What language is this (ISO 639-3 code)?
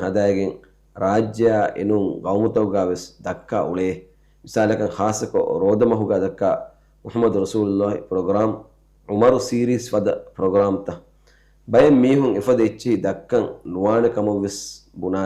div